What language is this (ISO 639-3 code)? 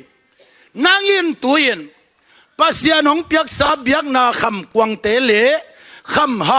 ctd